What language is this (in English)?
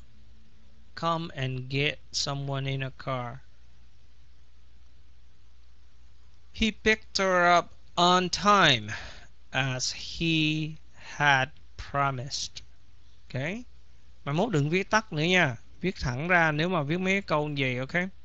Vietnamese